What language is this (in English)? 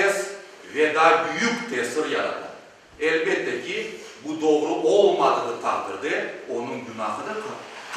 Crimean Tatar